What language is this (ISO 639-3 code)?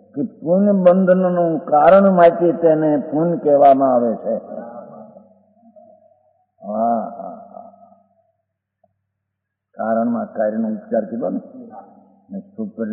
guj